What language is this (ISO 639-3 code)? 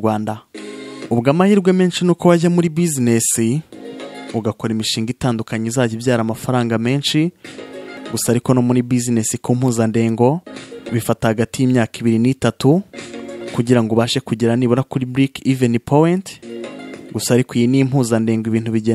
kin